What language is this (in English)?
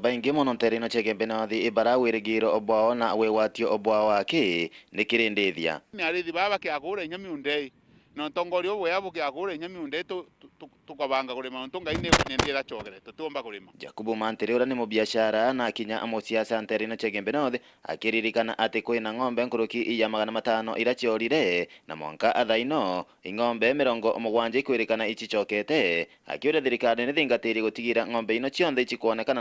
Meru